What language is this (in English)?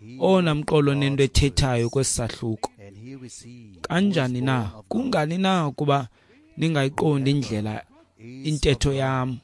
Xhosa